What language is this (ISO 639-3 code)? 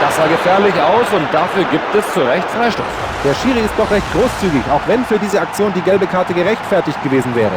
bar